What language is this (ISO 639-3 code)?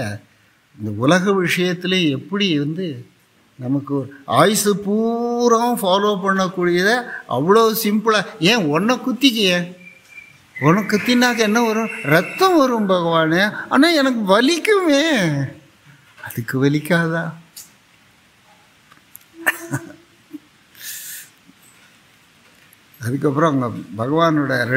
tam